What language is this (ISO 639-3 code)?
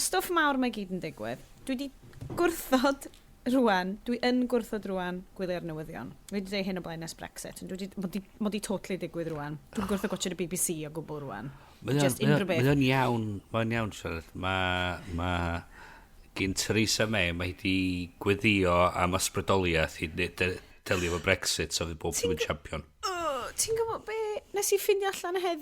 cym